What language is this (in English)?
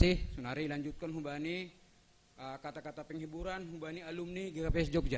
Batak Simalungun